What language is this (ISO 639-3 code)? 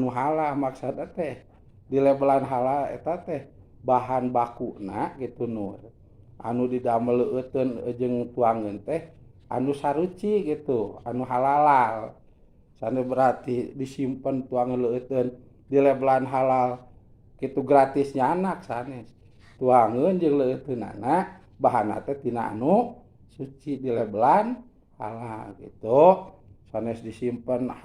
sun